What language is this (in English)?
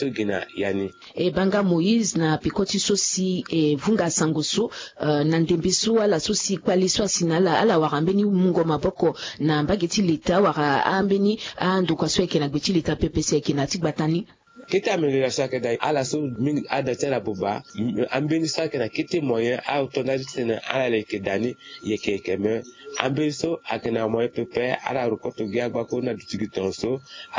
Sango